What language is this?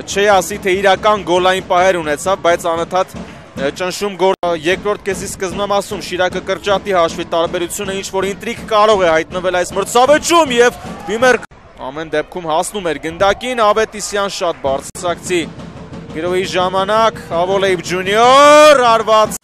Armenian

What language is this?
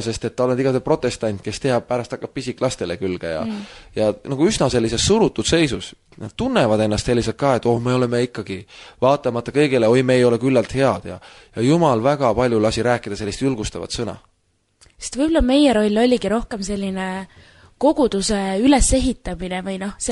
Estonian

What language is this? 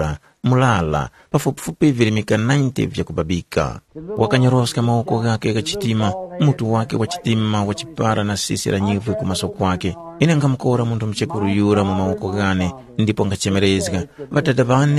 Tumbuka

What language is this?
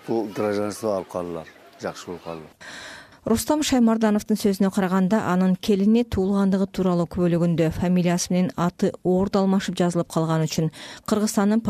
Kyrgyz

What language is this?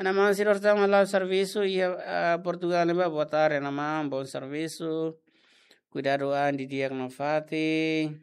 Tetum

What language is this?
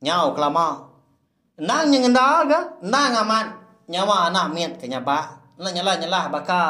Iban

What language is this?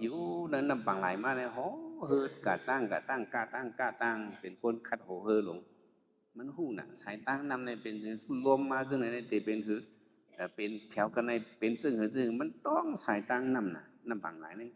Shan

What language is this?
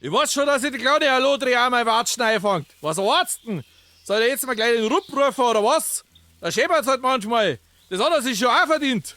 Bavarian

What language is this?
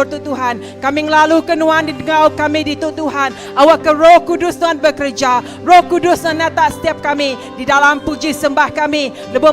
Iban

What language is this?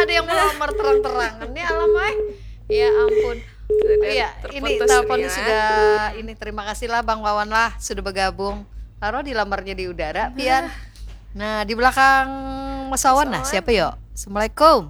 Banjar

